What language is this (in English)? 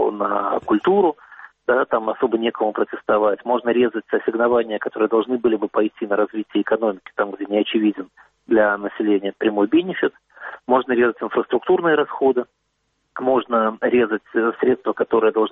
Russian